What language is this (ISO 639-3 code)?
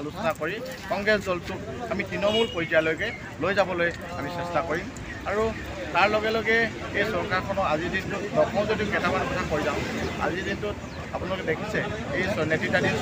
asm